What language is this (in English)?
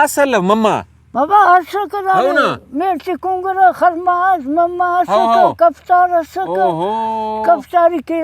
Brahui